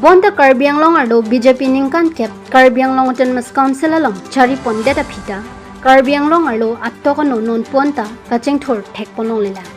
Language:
Karbi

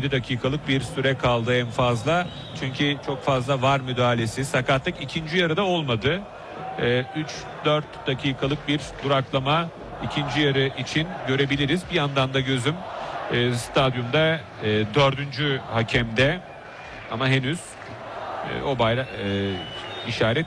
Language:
Turkish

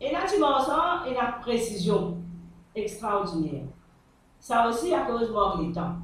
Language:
Morisyen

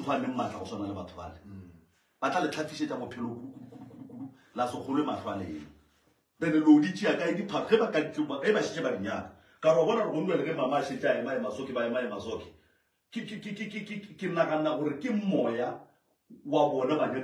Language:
Northern Sotho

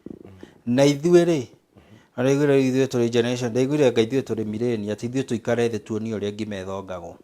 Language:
Kikuyu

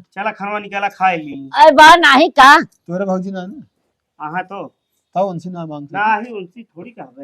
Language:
Awadhi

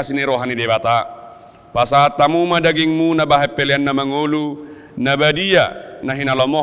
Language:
Batak Toba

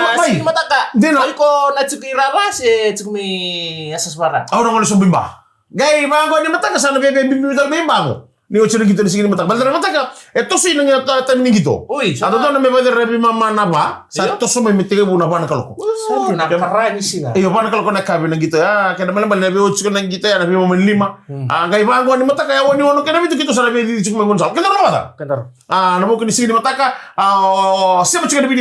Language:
Fijian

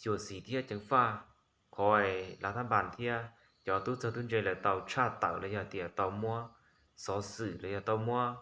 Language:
Hmong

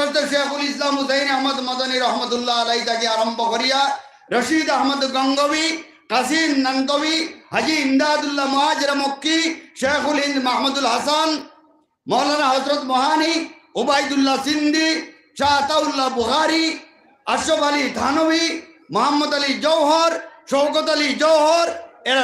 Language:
Sylheti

